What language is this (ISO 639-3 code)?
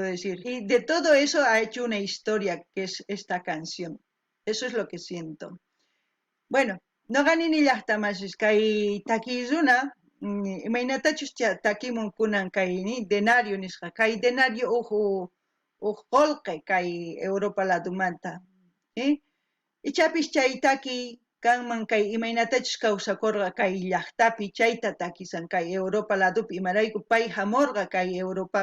quh